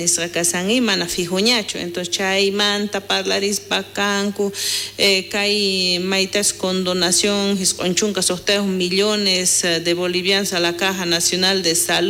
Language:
South Bolivian Quechua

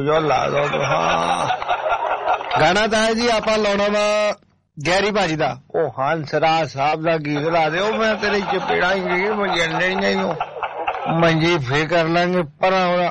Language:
Punjabi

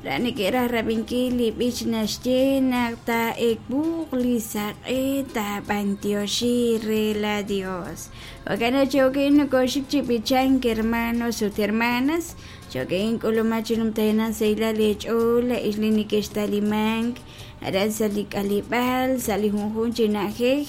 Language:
Kekchí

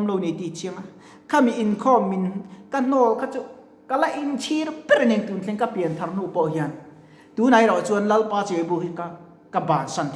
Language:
Mizo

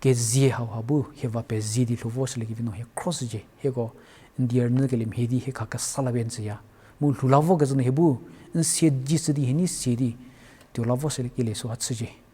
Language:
Angami Naga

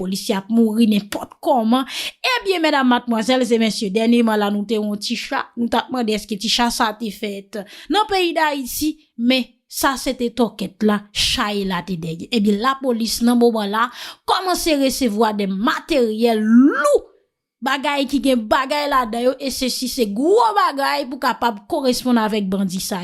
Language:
Haitian Creole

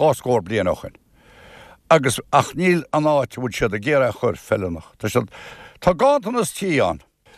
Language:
Irish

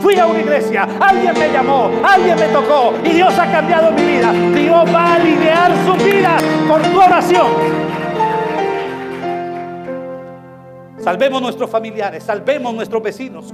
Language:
Spanish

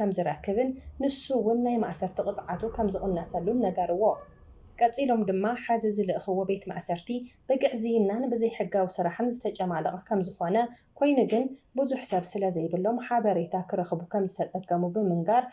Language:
Tigrinya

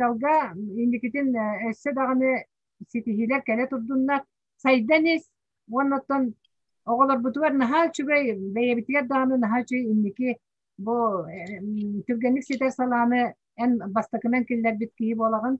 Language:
Yakut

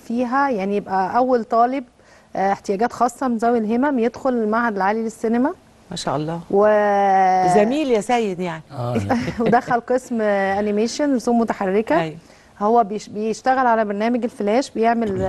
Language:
Egyptian Arabic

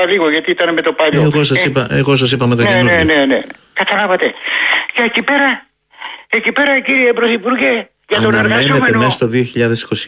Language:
Greek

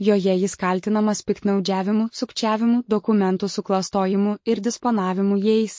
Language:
Lithuanian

